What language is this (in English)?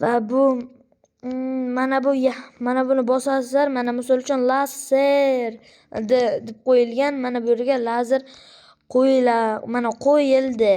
Uzbek